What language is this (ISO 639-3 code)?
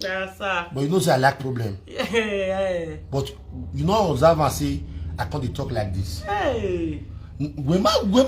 pcm